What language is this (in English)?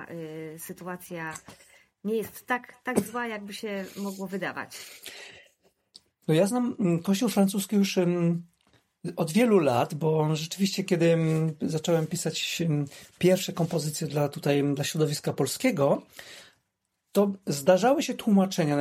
Polish